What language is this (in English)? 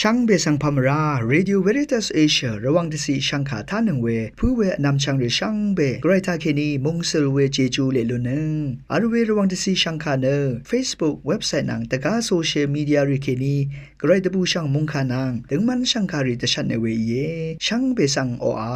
Rawang